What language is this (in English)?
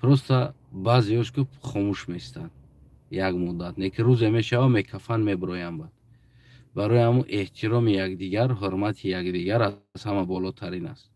Tajik